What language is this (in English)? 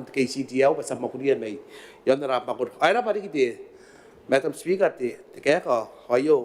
Gilbertese